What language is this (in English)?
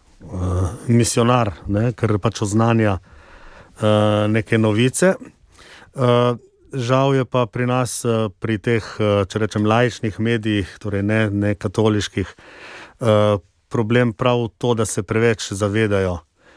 Slovenian